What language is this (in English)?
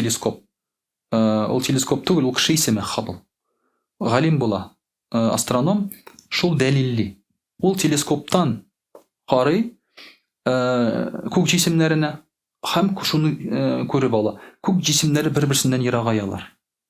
Tatar